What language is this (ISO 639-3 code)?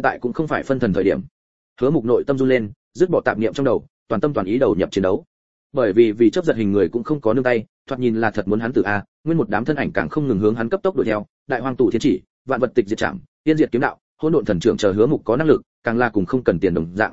vie